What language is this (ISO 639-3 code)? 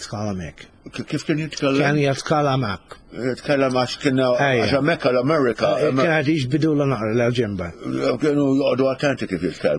mlt